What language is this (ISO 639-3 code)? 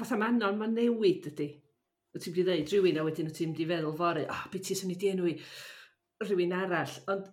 cym